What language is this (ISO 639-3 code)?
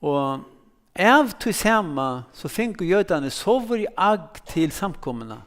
fao